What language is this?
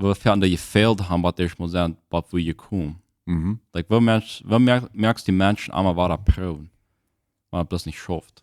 Plautdietsch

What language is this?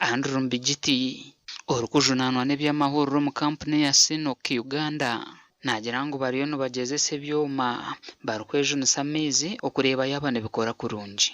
Nyankole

